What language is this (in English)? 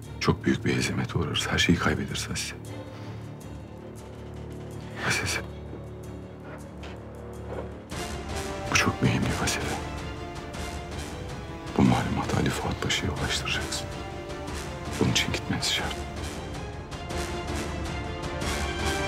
Turkish